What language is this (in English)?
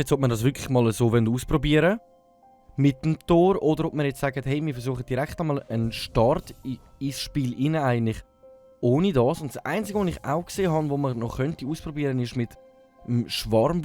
Swiss German